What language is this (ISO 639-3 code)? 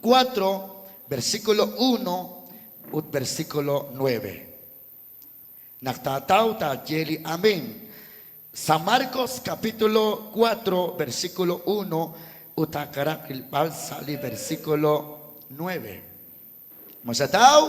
kek